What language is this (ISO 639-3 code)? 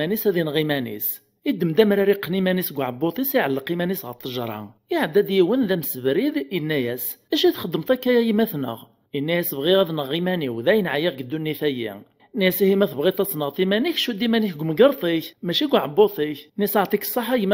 kab